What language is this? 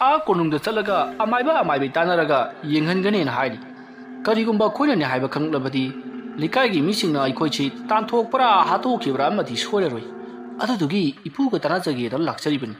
Manipuri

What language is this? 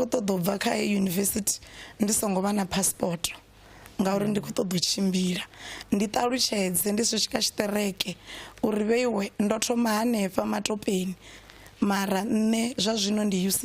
Venda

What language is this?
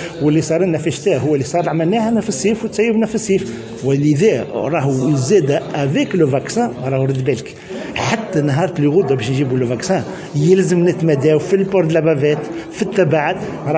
Tunisian Arabic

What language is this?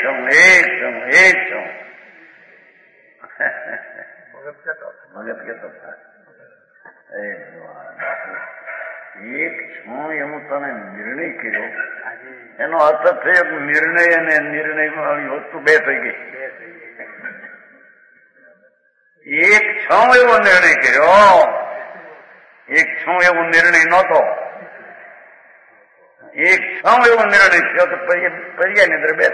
Gujarati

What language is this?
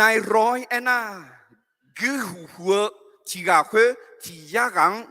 Akha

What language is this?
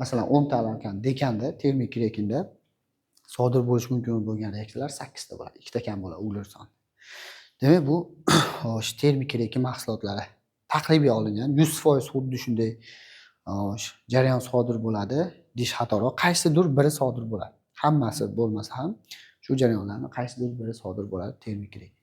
Uzbek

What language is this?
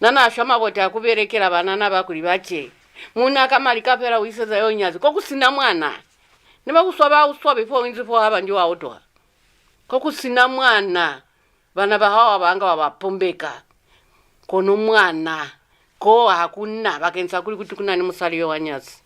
Lozi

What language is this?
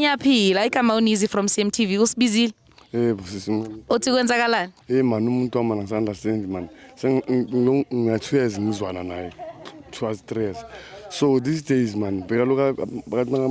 Zulu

